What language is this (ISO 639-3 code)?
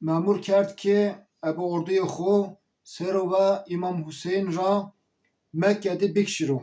zza